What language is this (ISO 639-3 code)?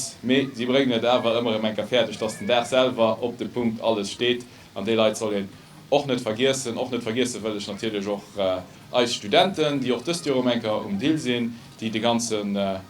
ltz